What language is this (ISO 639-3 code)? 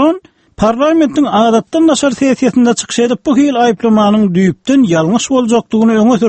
tuk